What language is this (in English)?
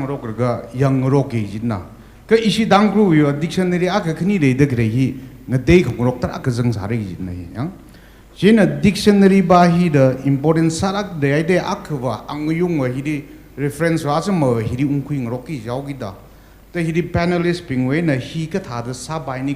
Tangkhul Naga (India)